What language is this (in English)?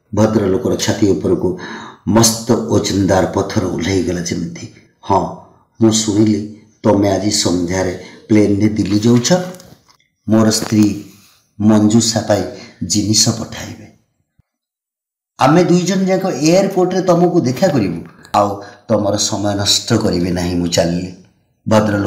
Odia